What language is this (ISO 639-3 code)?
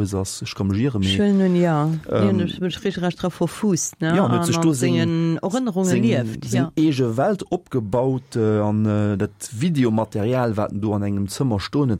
ltz